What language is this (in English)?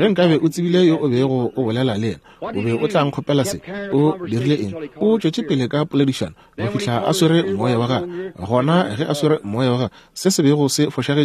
Northern Sotho